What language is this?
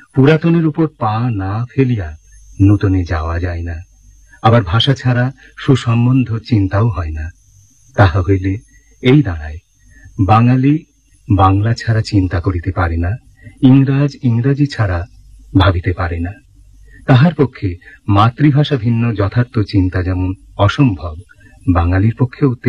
Bangla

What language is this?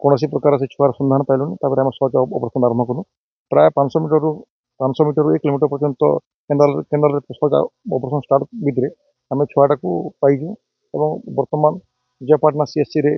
Odia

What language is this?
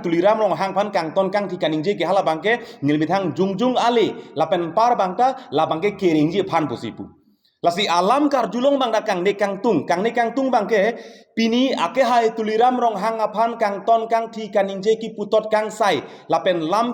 Karbi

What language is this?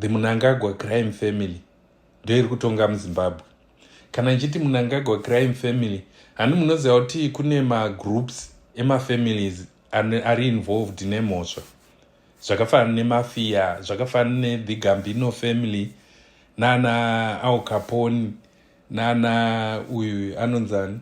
Shona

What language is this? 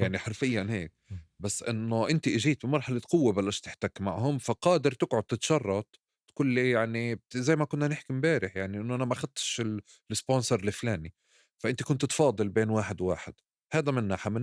North Levantine Arabic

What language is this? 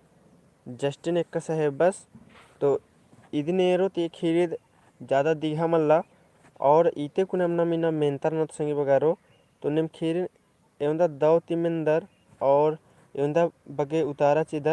Kurukh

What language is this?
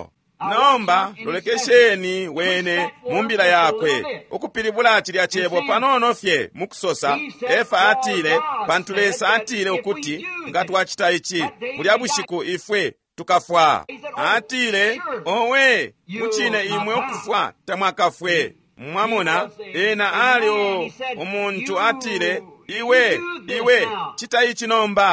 Bemba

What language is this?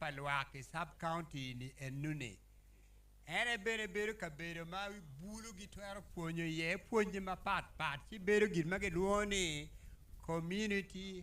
Acoli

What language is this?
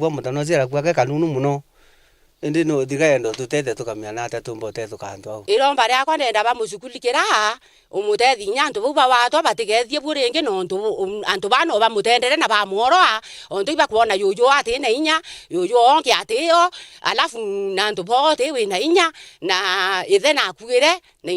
Meru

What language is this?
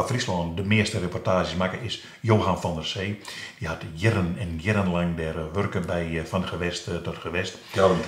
Western Frisian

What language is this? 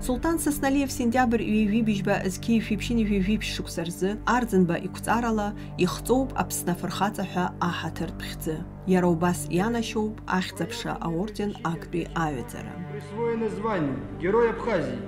Abkhazian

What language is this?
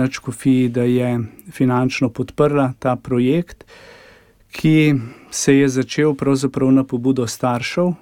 Slovenian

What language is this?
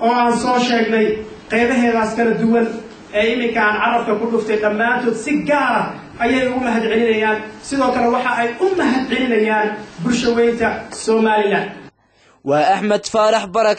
Somali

